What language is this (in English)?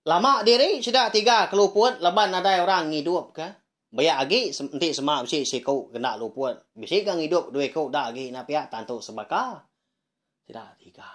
Iban